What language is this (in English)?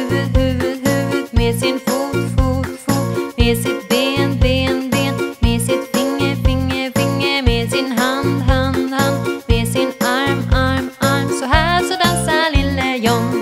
Swedish